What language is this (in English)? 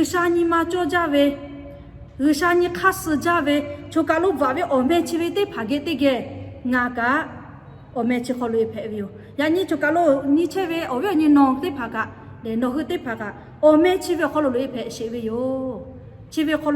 Lahu